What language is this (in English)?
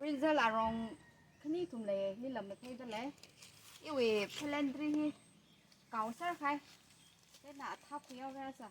Tangkhul Naga (India)